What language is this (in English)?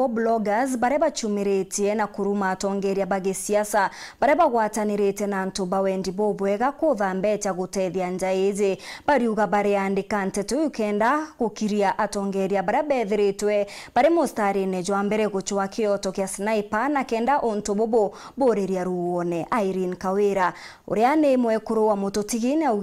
Meru